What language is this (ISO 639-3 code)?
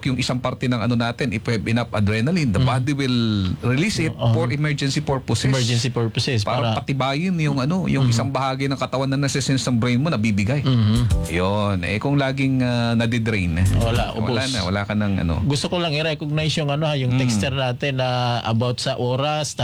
fil